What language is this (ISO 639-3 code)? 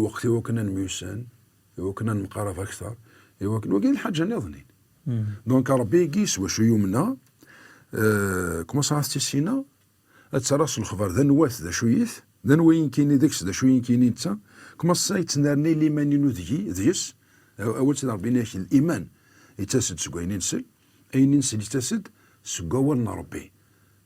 kab